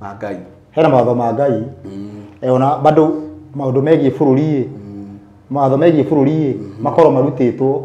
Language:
Kikuyu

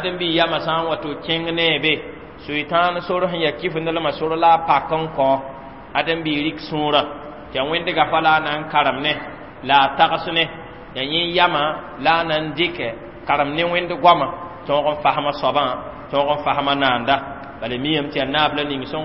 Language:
Mossi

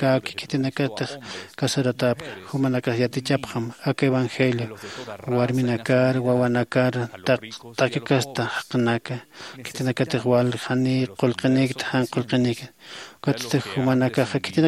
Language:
Aymara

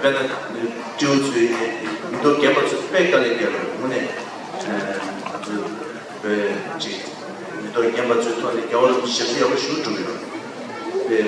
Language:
Tibetan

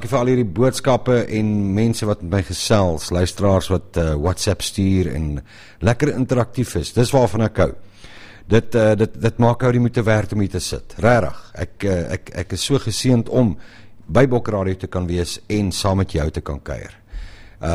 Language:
Afrikaans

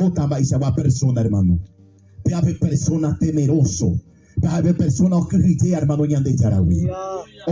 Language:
Guarani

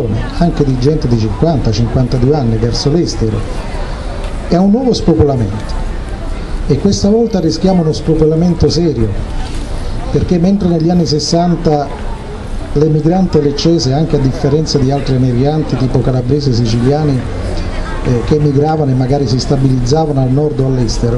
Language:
Italian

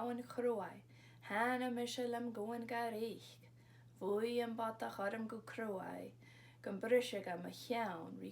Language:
Scottish Gaelic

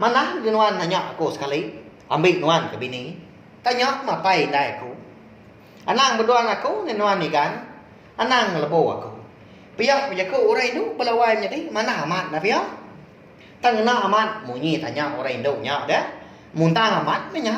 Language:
Iban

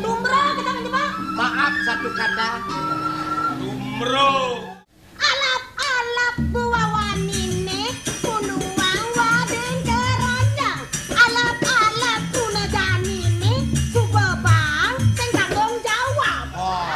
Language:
Balinese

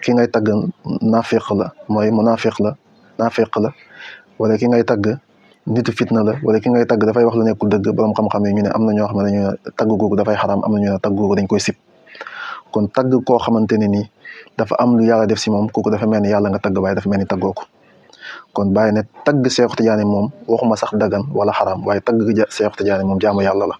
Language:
Wolof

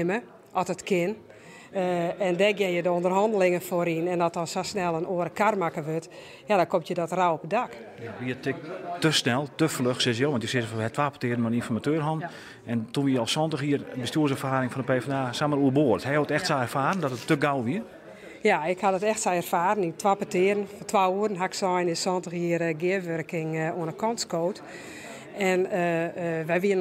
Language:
Western Frisian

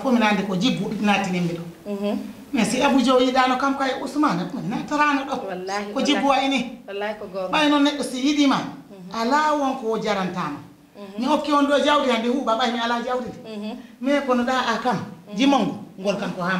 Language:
Fula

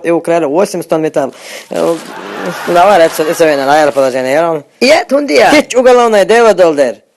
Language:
Chechen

